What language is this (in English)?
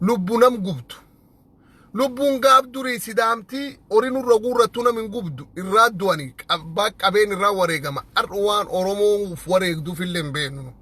Oromo